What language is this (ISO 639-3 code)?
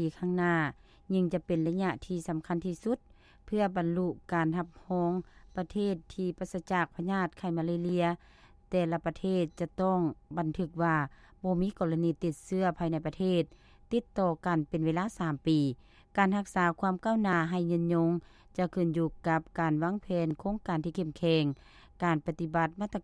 lao